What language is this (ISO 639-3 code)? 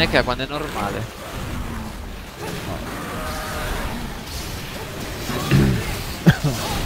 ita